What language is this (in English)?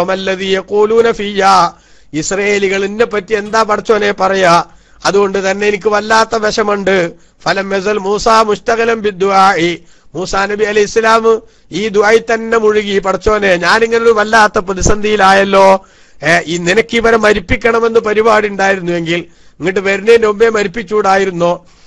Malayalam